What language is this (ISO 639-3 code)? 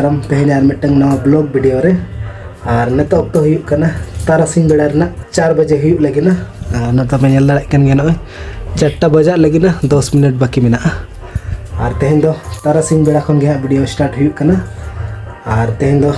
sat